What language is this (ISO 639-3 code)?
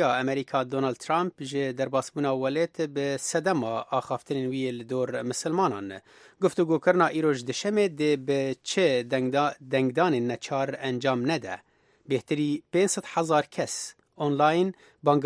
kur